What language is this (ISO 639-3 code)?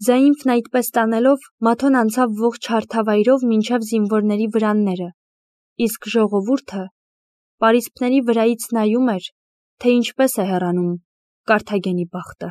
hye